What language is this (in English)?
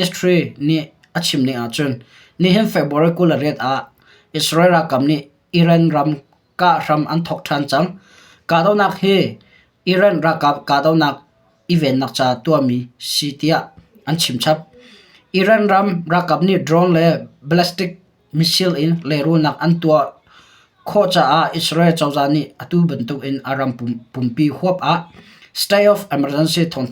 Hakha Chin